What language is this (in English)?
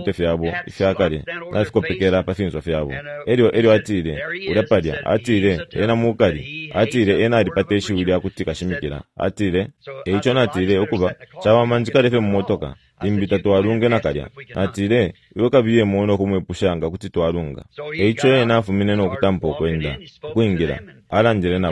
Bemba